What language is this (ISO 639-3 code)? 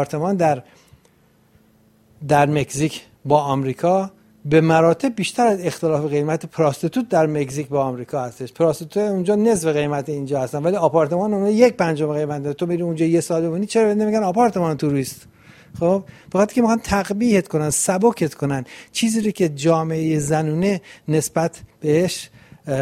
fas